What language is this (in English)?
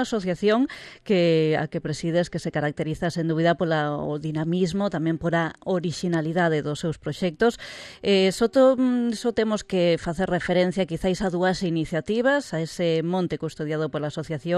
Galician